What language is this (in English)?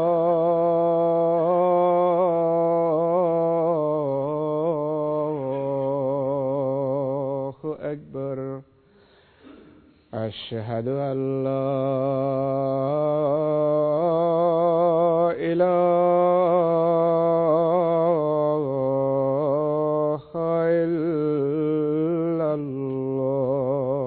Bangla